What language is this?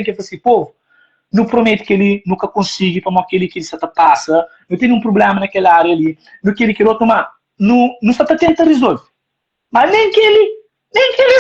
Kabuverdianu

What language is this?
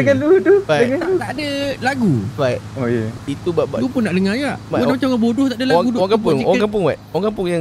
Malay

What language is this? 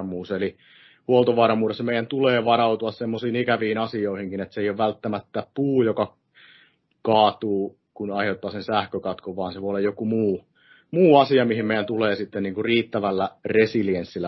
Finnish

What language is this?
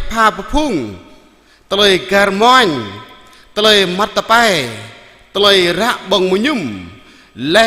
Jarai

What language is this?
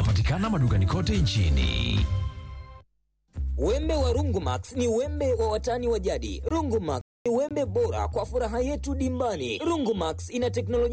Swahili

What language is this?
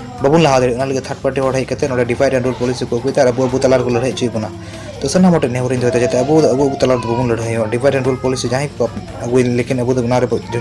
Santali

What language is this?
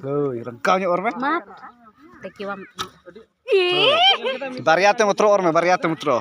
Santali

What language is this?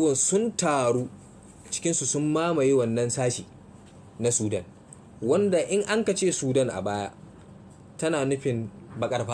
Hausa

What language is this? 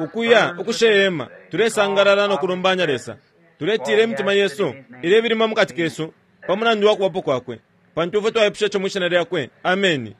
Bemba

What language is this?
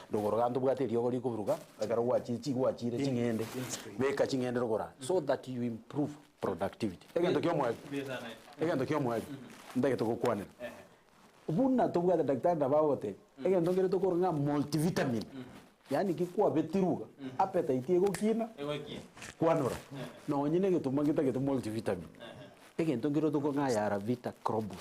Gusii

